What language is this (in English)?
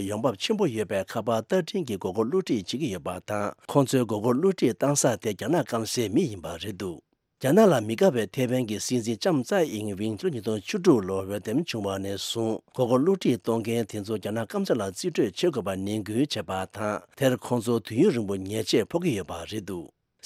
Tibetan